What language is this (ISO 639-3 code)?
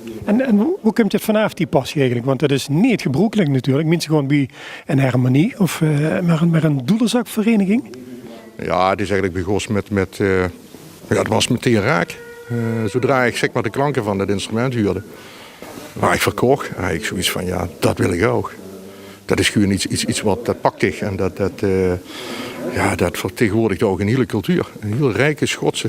lim